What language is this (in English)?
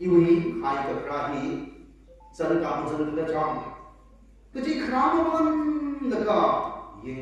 Tangkhul Naga (India)